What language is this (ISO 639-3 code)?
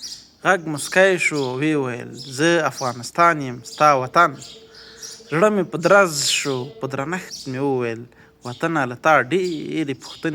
pus